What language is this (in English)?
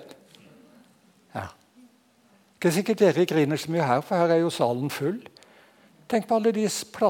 Norwegian